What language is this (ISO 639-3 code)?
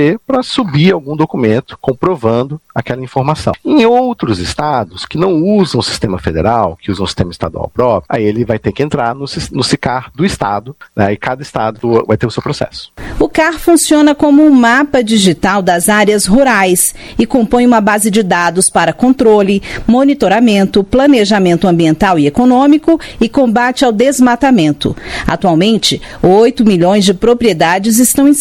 por